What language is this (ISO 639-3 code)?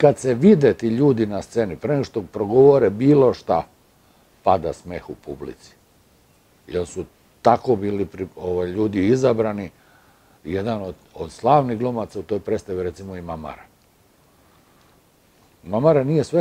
srp